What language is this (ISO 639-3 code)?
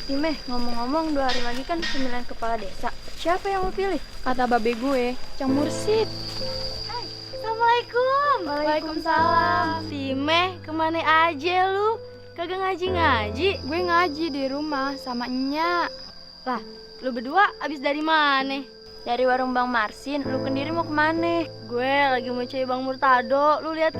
bew